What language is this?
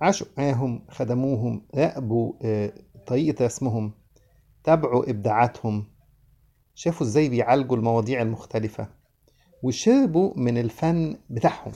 Egyptian Arabic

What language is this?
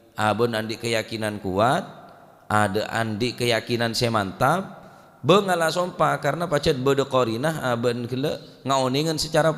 Madurese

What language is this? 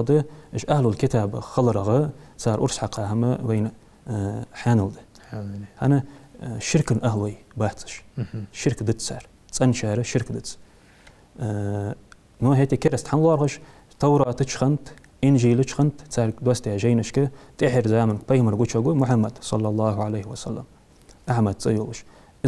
Ingush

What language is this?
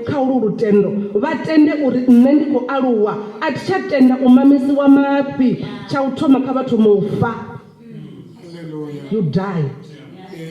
Venda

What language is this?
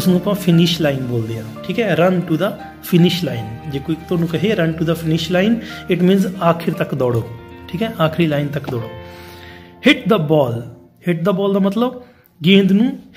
Punjabi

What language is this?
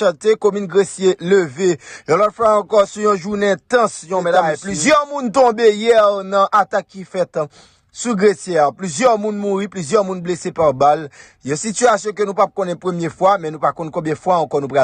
Haitian Creole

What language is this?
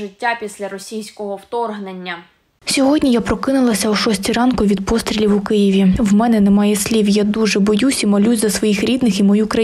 Ukrainian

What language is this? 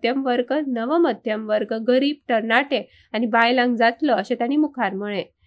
Konkani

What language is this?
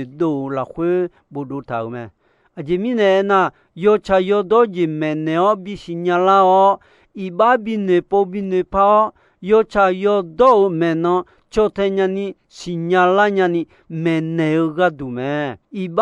Akha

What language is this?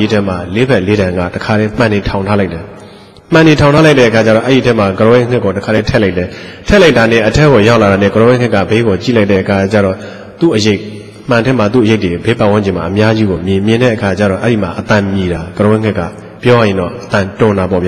Burmese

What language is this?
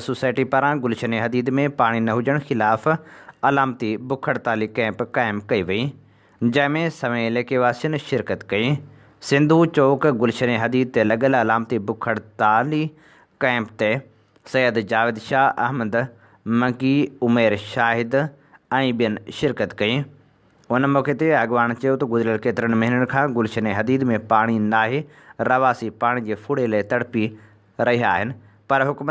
Sindhi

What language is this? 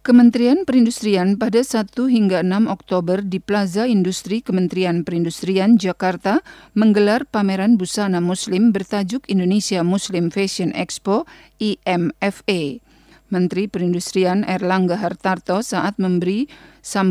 Indonesian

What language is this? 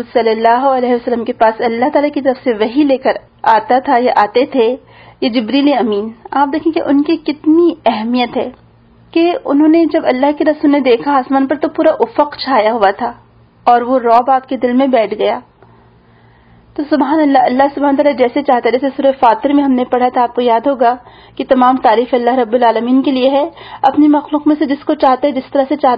Urdu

